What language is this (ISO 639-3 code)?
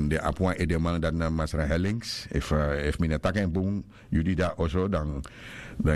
srn